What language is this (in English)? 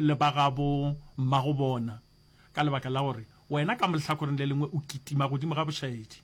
Northern Sotho